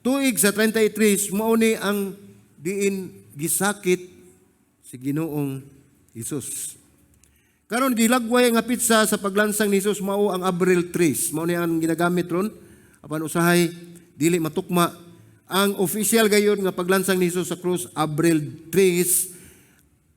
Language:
Cebuano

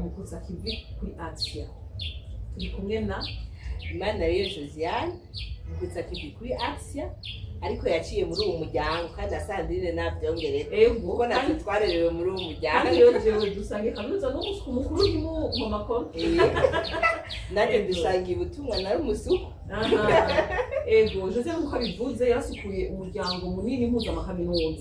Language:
Rundi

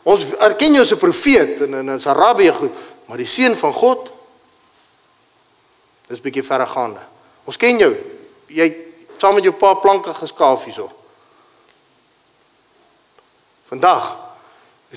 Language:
Afrikaans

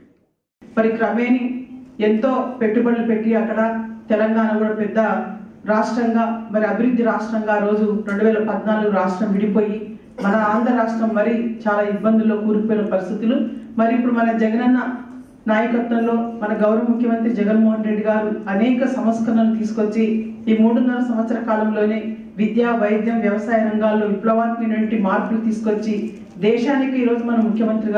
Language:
Telugu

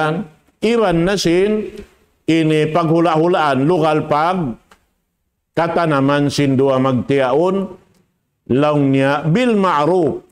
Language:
Tausug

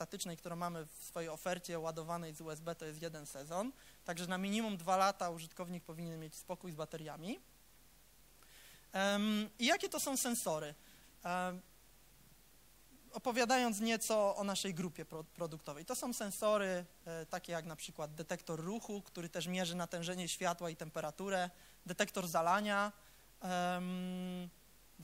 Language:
Polish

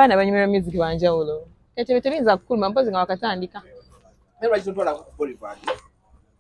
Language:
Ganda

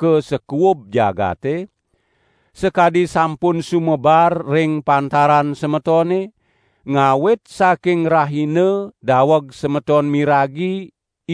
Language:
Balinese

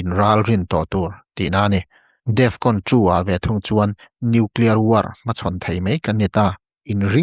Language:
Mizo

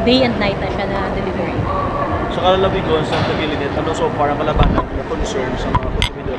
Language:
Hiligaynon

